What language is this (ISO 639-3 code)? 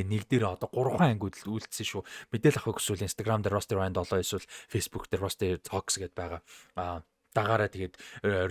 mon